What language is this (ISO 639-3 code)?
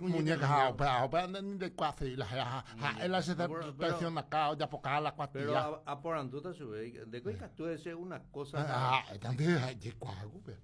grn